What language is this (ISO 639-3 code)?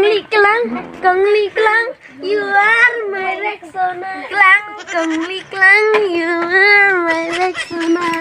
kha